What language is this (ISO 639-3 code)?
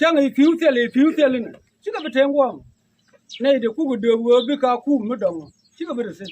nus